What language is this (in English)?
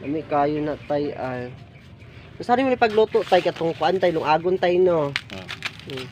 Cebuano